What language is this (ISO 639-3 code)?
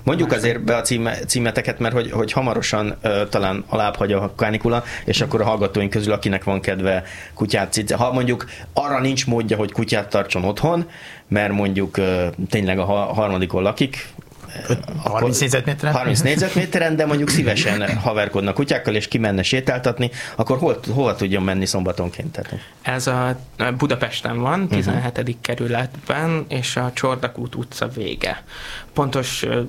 hun